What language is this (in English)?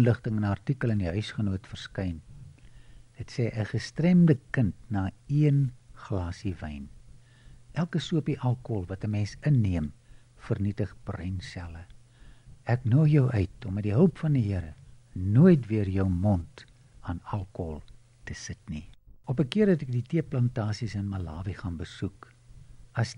Afrikaans